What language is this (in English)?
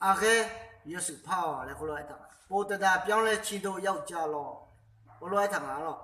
Akha